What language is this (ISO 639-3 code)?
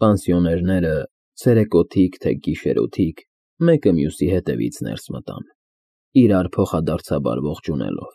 hye